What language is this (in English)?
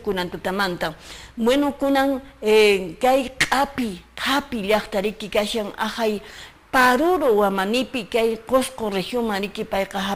Quechua